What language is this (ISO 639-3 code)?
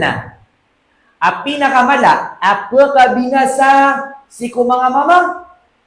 mrw